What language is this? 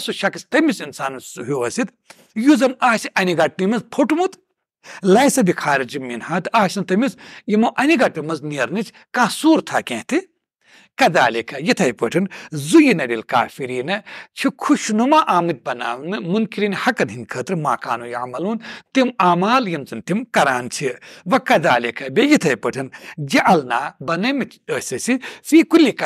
Kashmiri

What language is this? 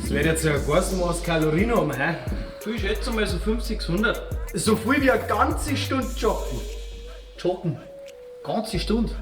Bavarian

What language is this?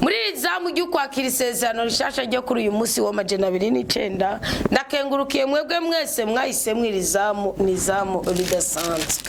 Rundi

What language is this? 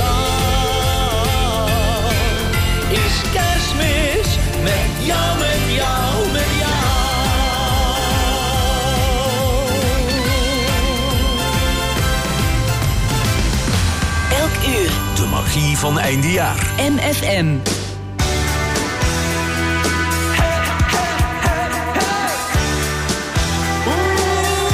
Dutch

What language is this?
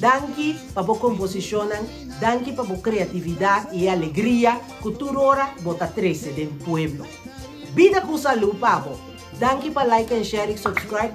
Papiamento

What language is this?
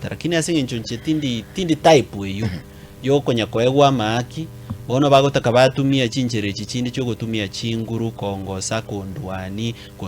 Gusii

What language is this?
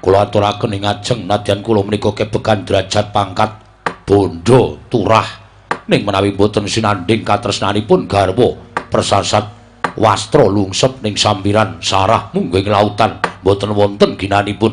Javanese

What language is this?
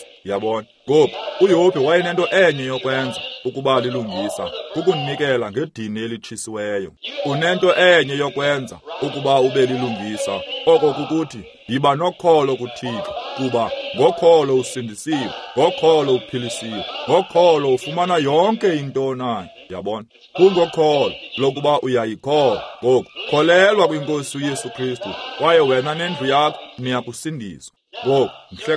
Xhosa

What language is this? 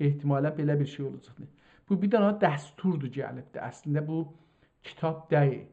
South Azerbaijani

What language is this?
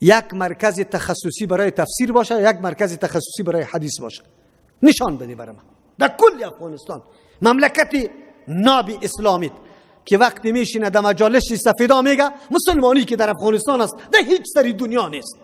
Persian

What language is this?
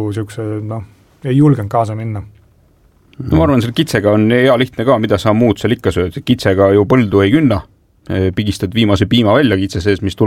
Estonian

